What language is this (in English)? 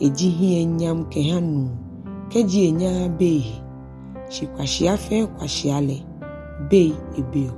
Ga